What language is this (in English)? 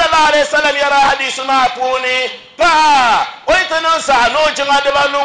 Dagbani